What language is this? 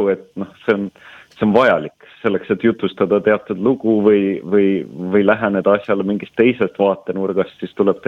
Estonian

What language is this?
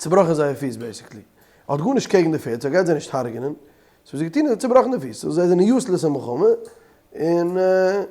Yiddish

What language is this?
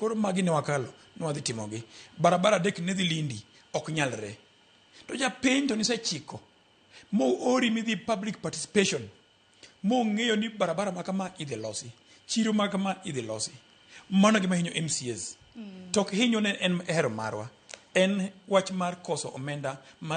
Luo (Kenya and Tanzania)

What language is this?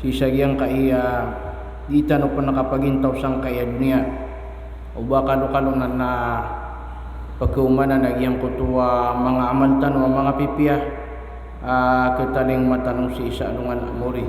Maranao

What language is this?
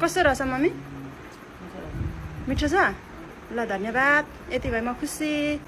Nepali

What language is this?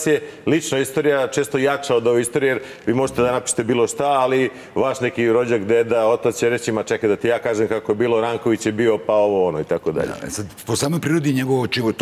Serbian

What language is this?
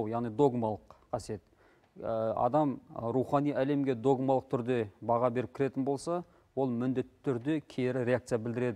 Kazakh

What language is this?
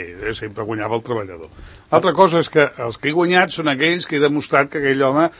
Catalan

